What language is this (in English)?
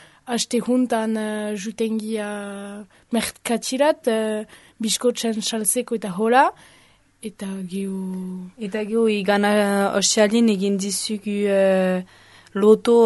Basque